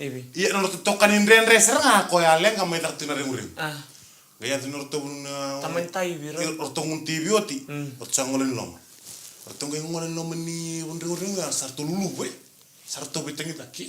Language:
Fijian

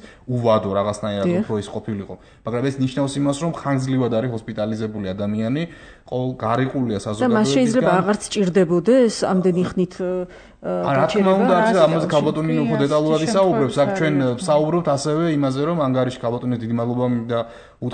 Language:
Georgian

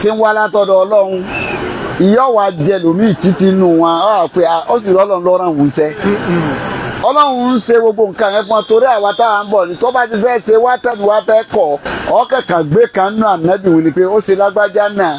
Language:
Yoruba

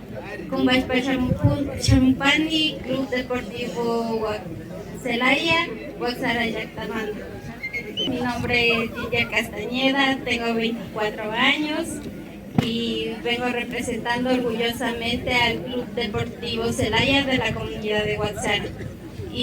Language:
Imbabura Highland Quichua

